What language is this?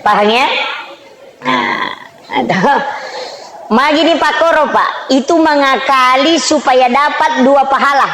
Buginese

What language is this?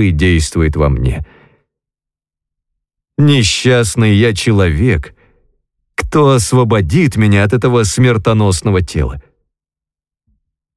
Russian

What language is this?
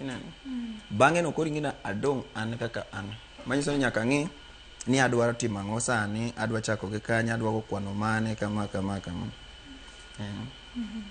Luo (Kenya and Tanzania)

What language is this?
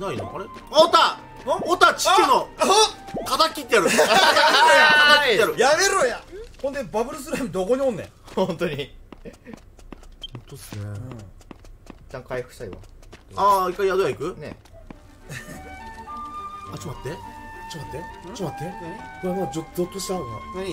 Japanese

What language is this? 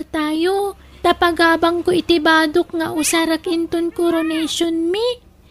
Iloko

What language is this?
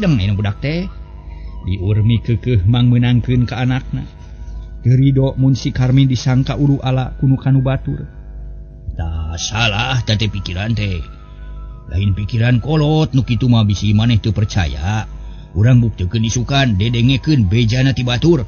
Sundanese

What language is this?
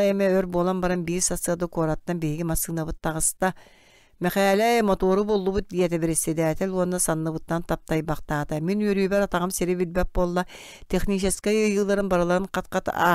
Yakut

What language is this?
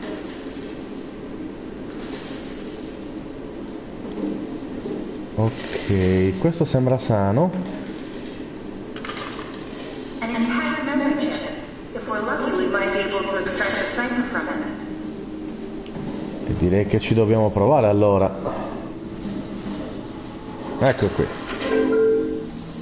Italian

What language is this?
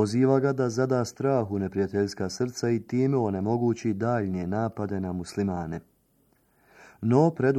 Bosnian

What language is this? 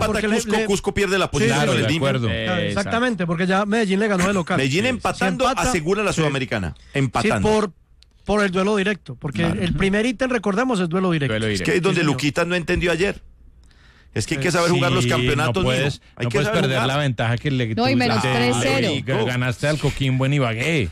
Spanish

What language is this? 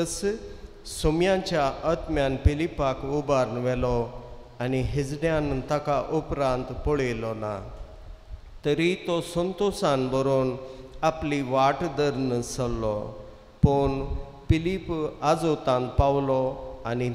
Konkani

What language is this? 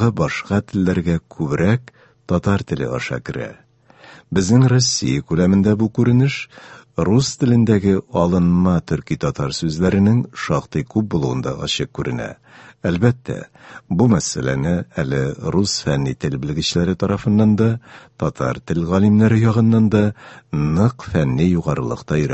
Tatar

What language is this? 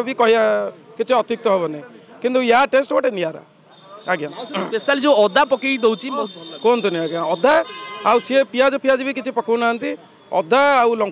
Odia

